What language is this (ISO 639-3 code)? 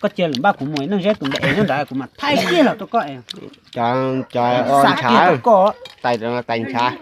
hmn